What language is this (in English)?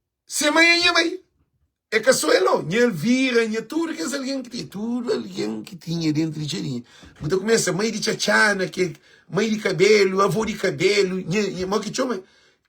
Kabuverdianu